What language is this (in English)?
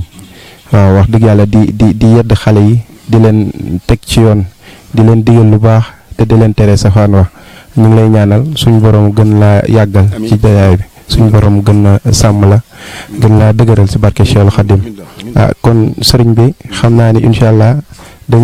Wolof